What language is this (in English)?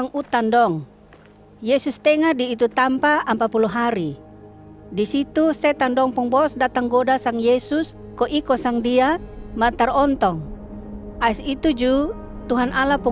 Kupang Malay